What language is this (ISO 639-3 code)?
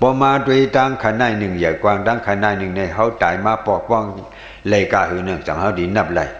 shn